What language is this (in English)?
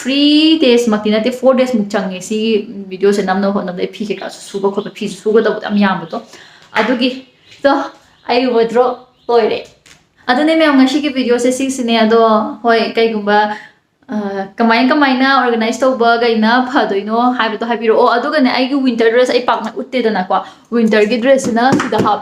Manipuri